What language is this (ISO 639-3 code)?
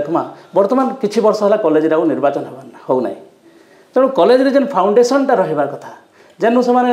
ori